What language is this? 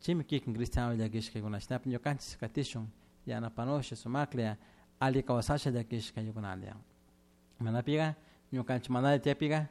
Chimborazo Highland Quichua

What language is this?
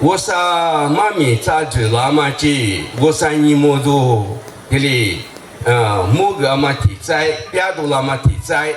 Lisu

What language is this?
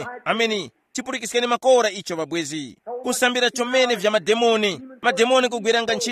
Tumbuka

